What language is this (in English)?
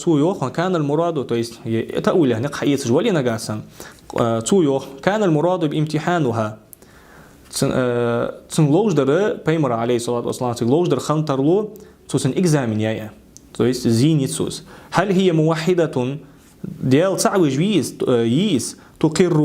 Ingush